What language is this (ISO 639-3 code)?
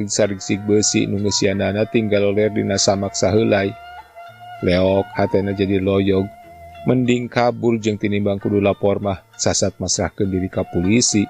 sun